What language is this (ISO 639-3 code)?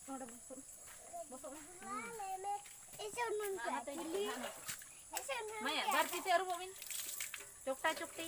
sat